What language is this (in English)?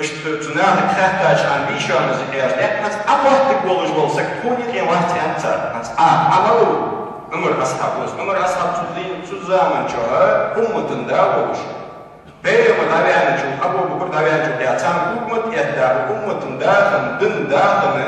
Ingush